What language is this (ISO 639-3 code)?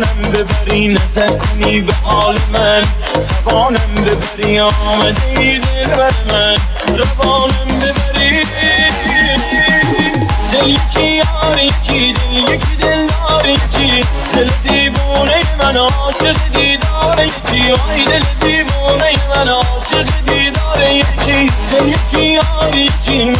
fas